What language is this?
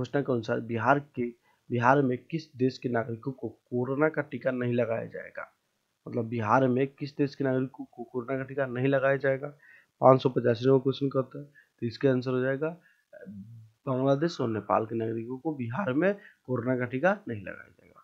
Hindi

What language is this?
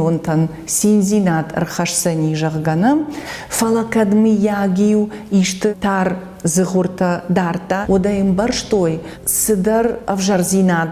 Ossetic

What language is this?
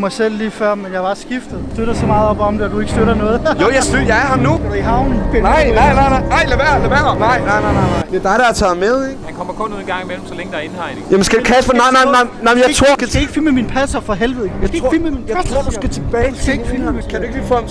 Danish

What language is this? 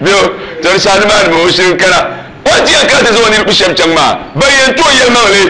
Dagbani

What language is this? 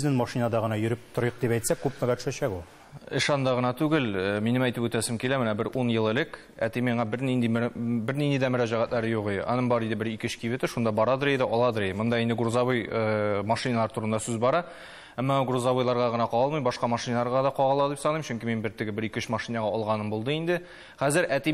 Tatar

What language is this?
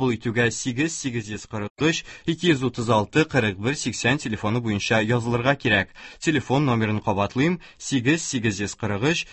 Tatar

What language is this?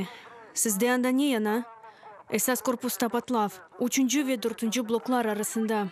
Crimean Tatar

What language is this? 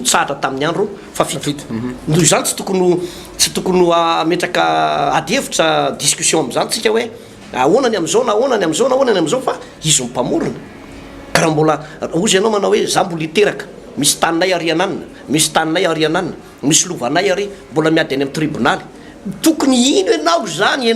Malagasy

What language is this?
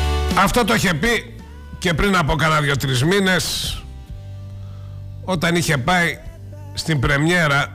Greek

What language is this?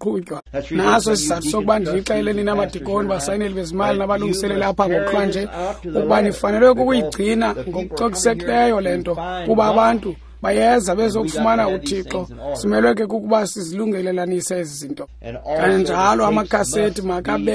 Xhosa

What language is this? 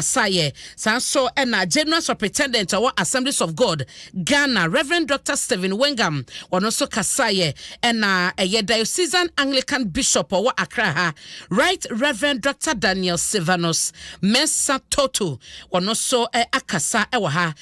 Akan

